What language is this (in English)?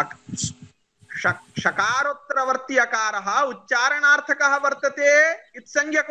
Sanskrit